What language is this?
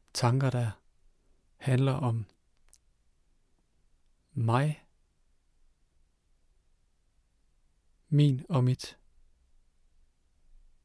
Danish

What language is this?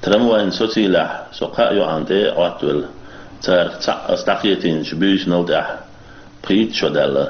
Chechen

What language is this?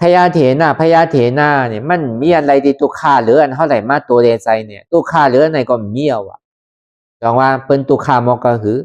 Lü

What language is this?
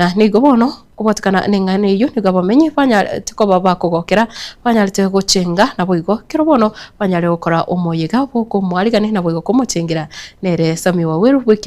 Gusii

